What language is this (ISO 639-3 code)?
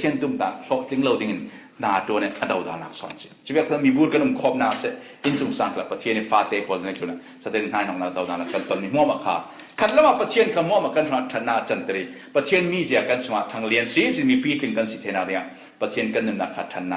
cfm